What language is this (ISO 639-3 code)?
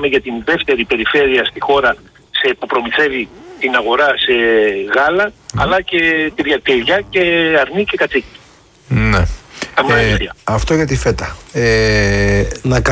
ell